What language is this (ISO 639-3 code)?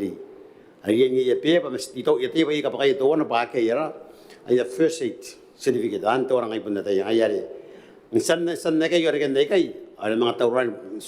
gil